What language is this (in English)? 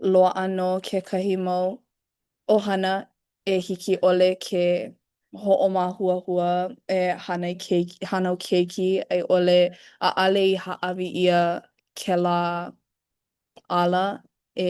Hawaiian